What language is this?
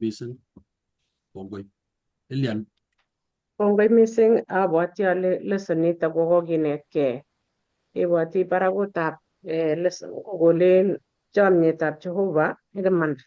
Kalenjin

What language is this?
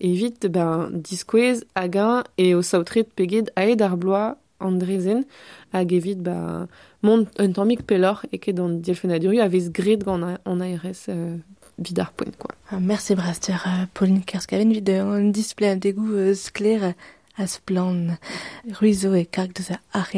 Breton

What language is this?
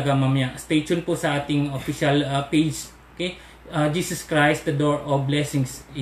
Filipino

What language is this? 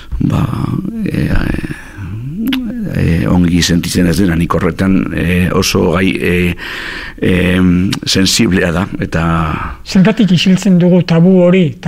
Basque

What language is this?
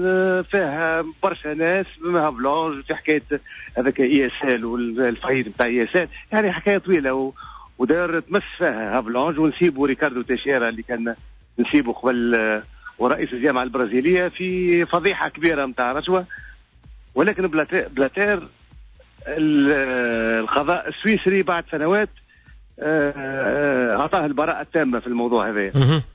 Tunisian Arabic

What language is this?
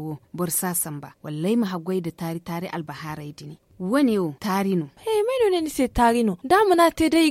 Zarma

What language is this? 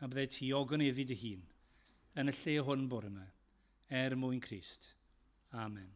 Welsh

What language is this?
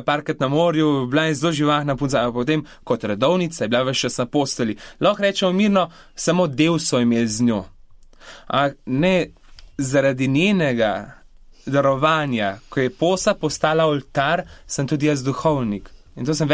Slovenian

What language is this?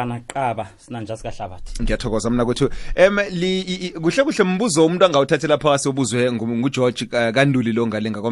South Ndebele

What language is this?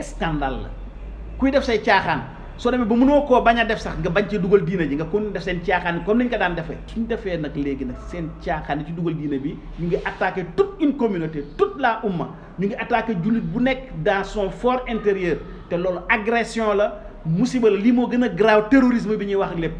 Wolof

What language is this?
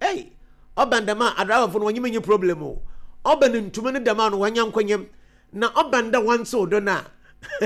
Akan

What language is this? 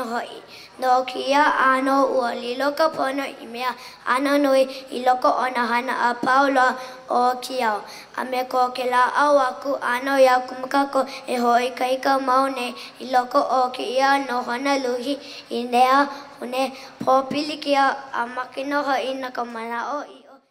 Hawaiian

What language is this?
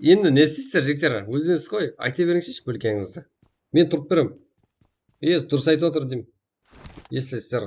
Kara-Kalpak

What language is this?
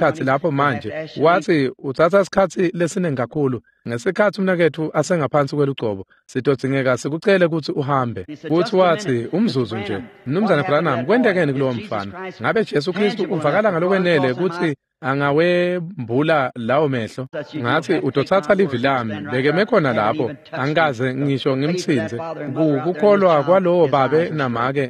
Swati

